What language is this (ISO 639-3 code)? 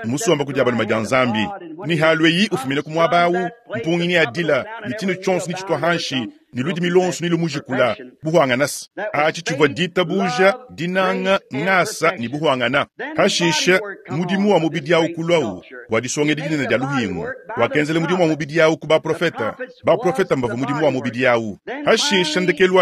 lua